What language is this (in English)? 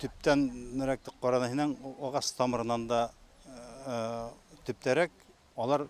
Bashkir